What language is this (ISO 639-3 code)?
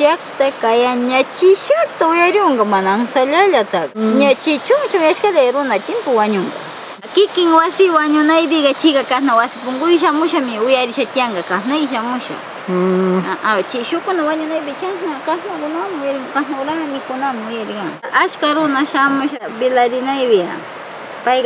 qvz